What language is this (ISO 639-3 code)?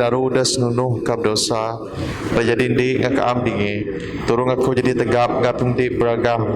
bth